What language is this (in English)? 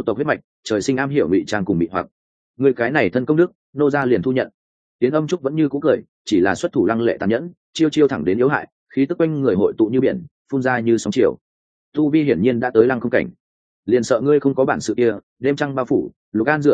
Vietnamese